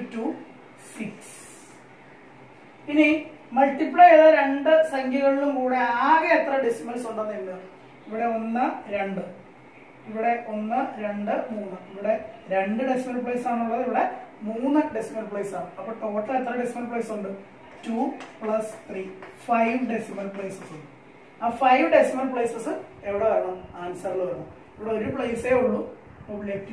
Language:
Malayalam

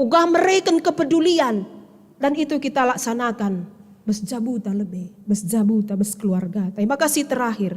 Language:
Batak Karo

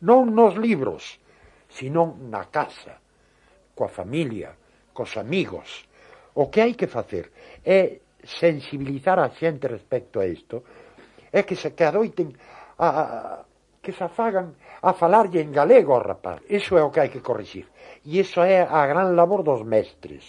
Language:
Galician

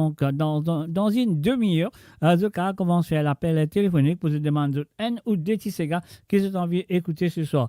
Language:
Morisyen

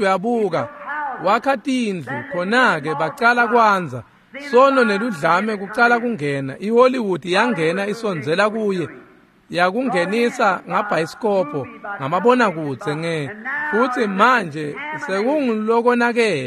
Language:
Swati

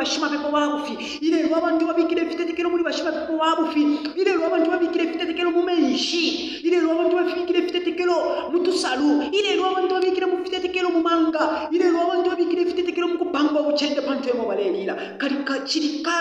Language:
Bemba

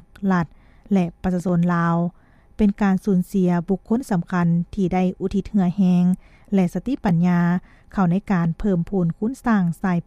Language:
Lao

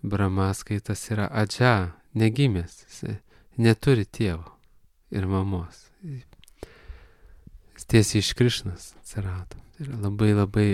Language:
Lithuanian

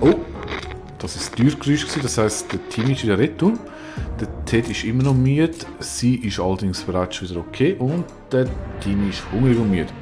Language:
Swiss German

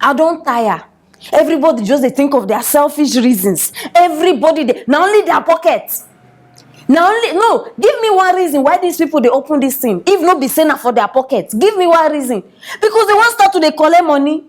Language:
Nigerian Pidgin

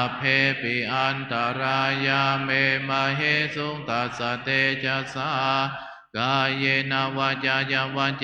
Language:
Pali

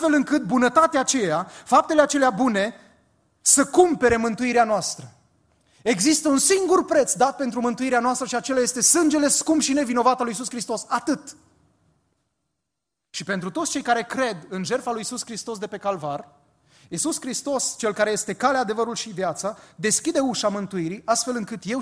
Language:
Romanian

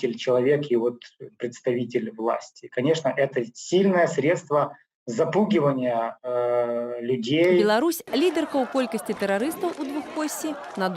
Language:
Belarusian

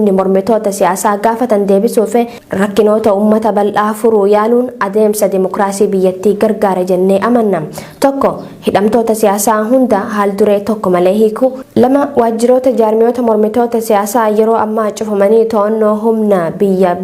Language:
Oromo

